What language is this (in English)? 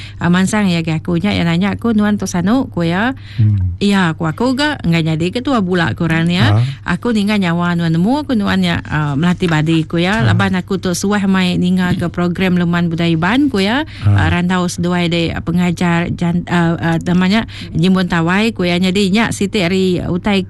Iban